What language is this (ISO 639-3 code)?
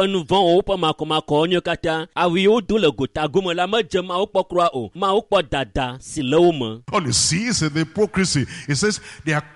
ewe